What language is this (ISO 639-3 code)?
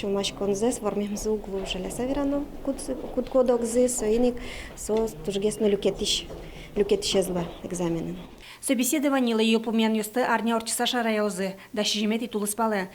udm